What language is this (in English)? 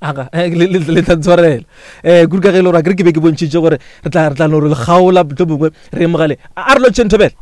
Northern Sotho